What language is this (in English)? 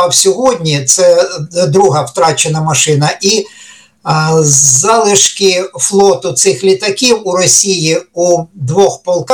Ukrainian